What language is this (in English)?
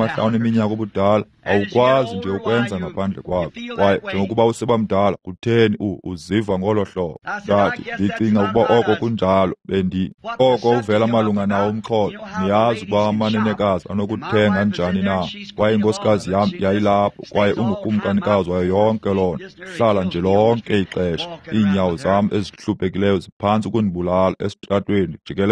Xhosa